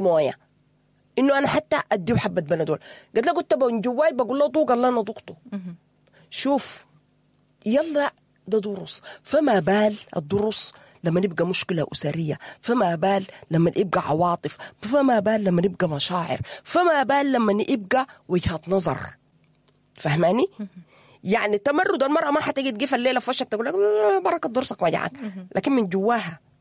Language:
Sudanese Arabic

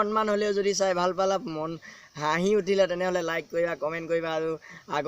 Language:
Assamese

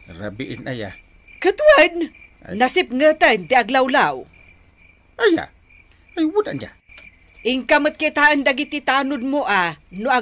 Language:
Iloko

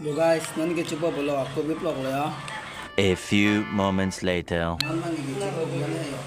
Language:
Karbi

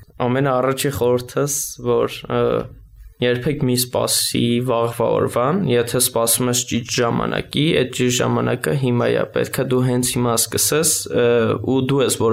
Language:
Armenian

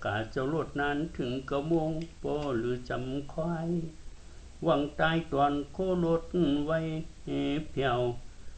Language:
Shan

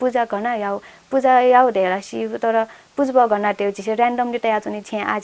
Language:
Newari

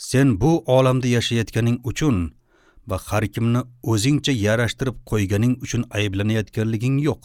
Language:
Uzbek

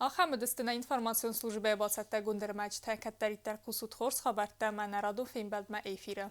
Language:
Ossetic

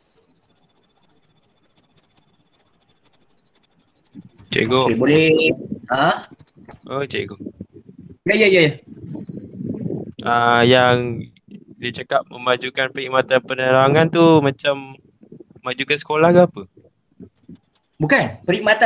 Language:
Malay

